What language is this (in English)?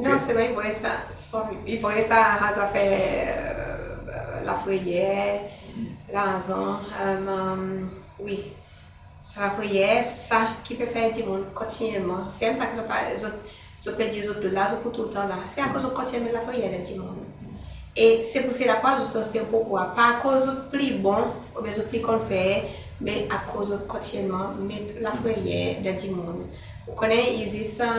Seselwa Creole French